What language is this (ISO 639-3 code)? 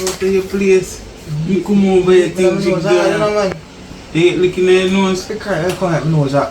jam